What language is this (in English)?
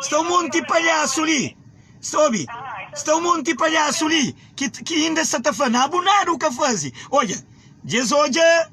Kabuverdianu